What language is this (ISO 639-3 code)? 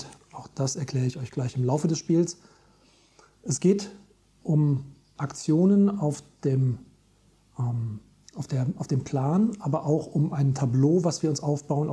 deu